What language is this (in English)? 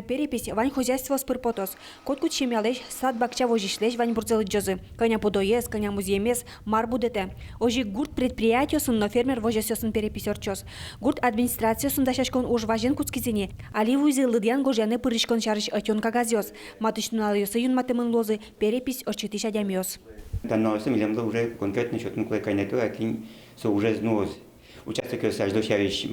Udmurt